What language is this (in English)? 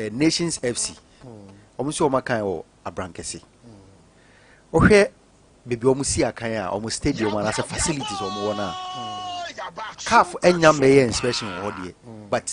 Akan